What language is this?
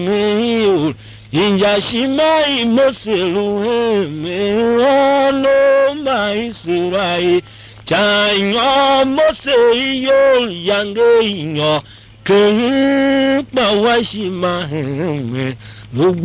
Tiv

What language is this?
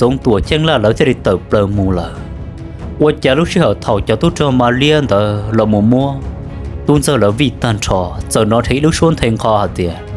Hmong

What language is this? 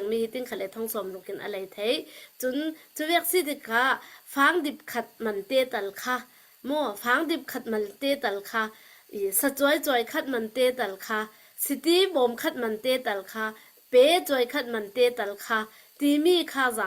Hakha Chin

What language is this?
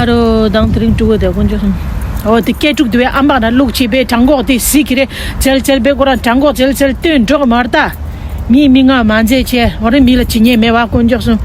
Tibetan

